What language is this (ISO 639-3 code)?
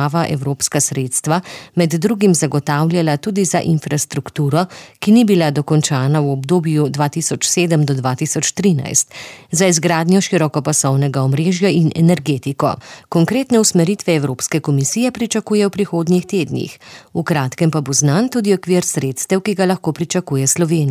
slv